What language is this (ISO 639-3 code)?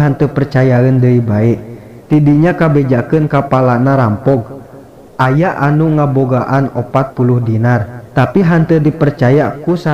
sun